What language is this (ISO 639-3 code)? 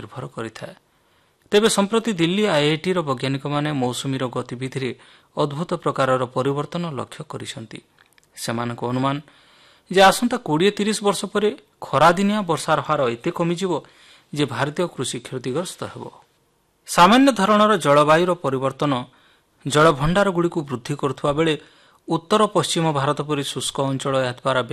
ori